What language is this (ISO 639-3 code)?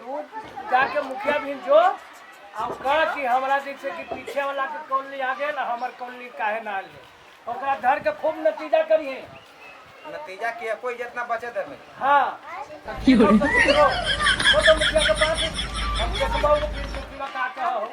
mag